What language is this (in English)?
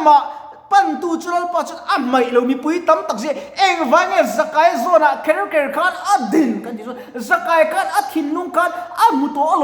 Mizo